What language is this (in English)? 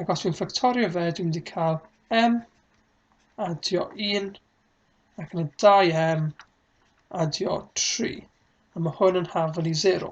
Welsh